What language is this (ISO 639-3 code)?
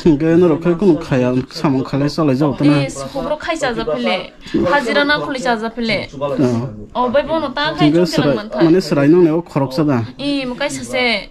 trp